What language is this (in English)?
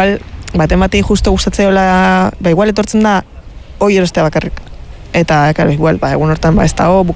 Basque